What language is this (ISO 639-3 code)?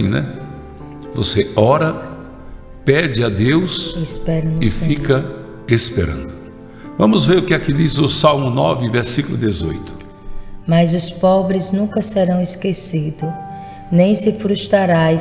por